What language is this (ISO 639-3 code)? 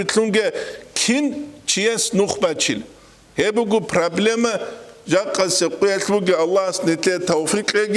ava